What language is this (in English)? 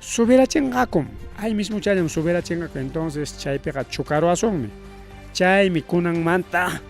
Ayacucho Quechua